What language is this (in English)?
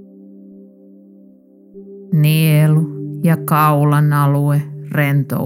Finnish